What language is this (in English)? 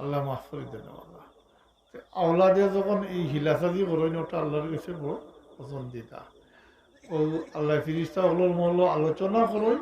Sylheti